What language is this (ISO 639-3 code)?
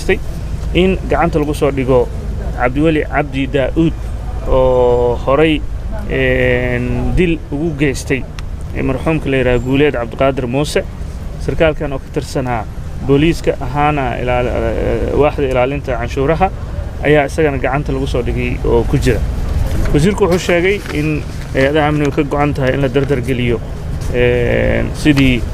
som